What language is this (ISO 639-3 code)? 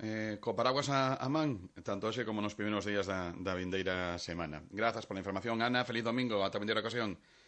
glg